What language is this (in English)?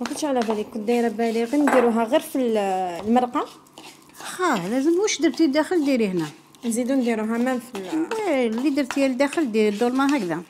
Algerian Arabic